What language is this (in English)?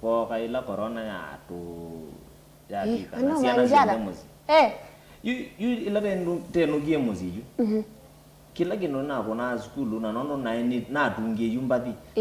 Kamba